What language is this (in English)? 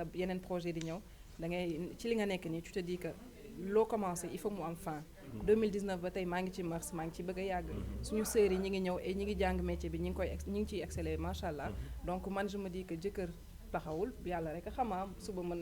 Wolof